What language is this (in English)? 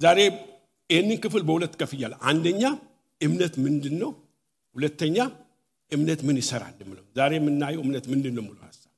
Amharic